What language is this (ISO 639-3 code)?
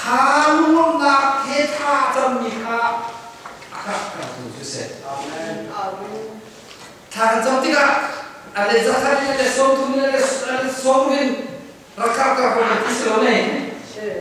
cnh